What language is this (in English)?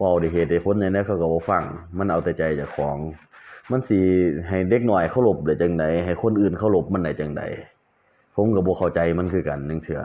Lao